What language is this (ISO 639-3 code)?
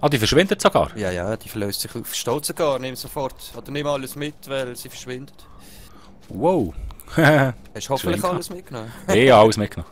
gsw